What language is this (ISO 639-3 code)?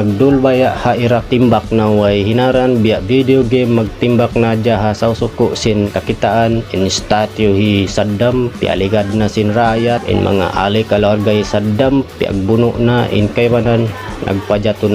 tsg